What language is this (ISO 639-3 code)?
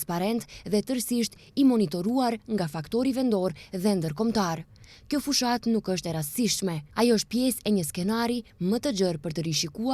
sqi